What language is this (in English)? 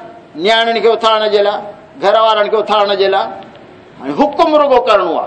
Saraiki